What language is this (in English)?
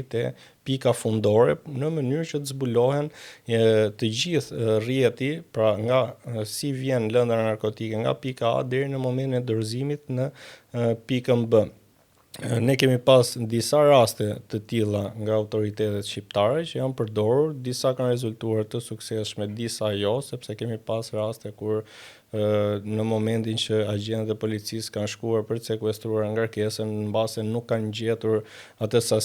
Albanian